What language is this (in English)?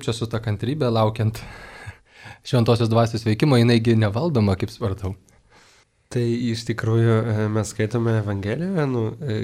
Lithuanian